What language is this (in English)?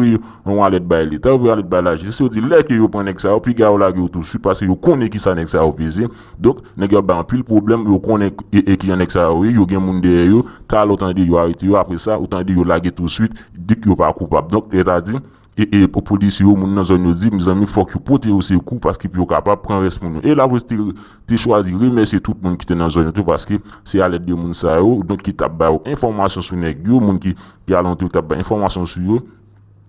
Haitian Creole